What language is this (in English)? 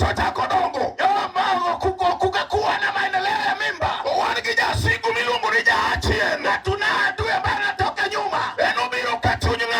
Luo (Kenya and Tanzania)